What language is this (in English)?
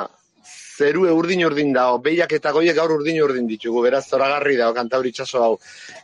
Basque